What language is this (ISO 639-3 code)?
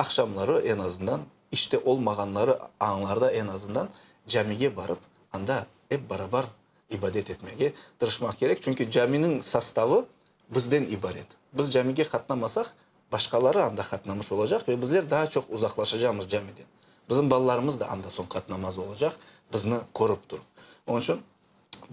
crh